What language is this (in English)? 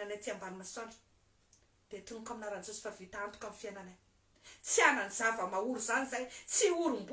Malagasy